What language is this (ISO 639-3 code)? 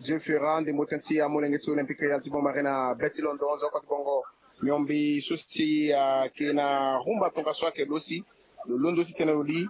sag